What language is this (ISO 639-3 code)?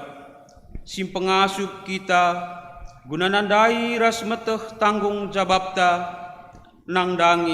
btx